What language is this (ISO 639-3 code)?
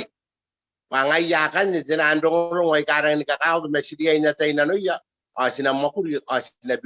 gil